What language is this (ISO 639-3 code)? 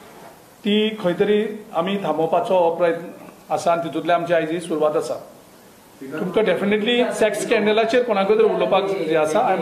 kok